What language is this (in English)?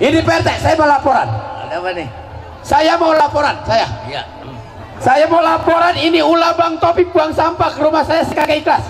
Betawi